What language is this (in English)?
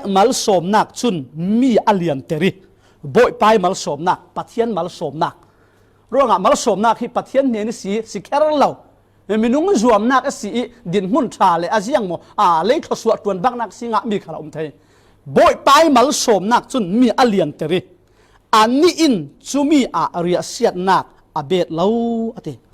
Falam Chin